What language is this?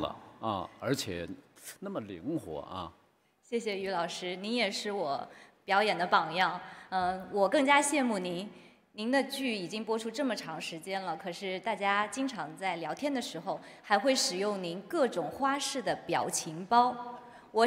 Chinese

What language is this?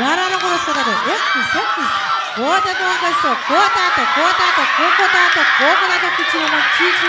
Pohnpeian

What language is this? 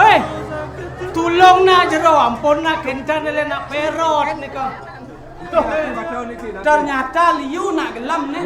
Balinese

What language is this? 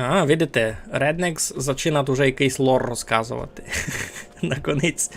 Rusyn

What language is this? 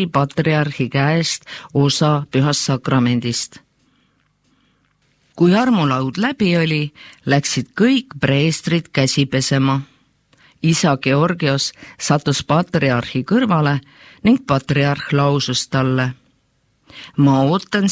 Estonian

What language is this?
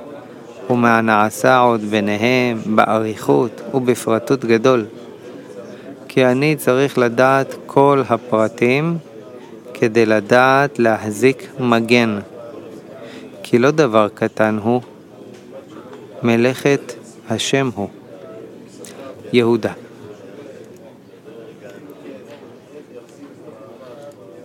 Hebrew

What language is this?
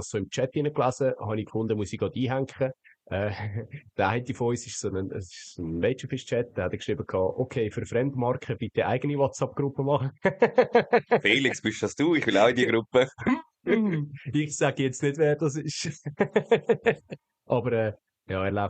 Swiss German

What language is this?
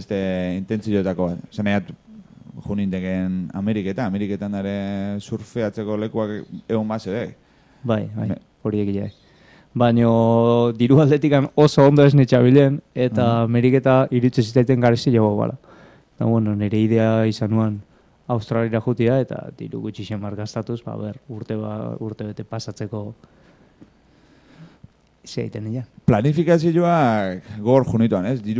Basque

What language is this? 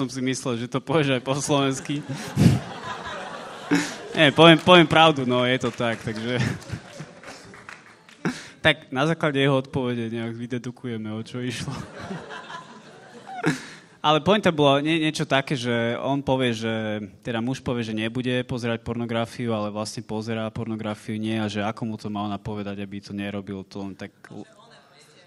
Slovak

